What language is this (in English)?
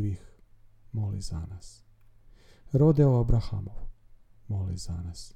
Croatian